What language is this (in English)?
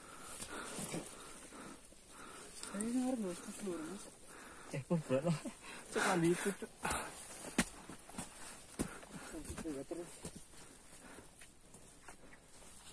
Indonesian